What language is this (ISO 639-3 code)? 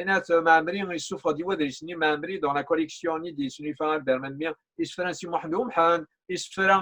kab